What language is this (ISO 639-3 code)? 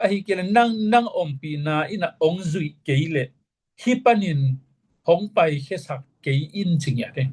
ctd